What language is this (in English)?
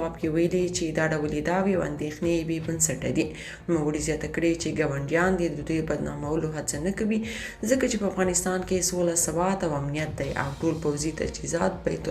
Pashto